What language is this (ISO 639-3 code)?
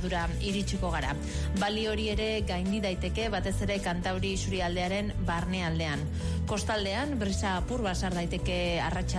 eus